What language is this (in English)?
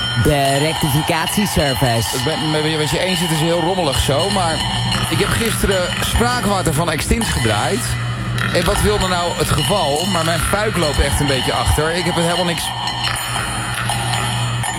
Dutch